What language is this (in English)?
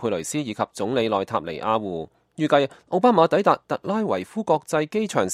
Cantonese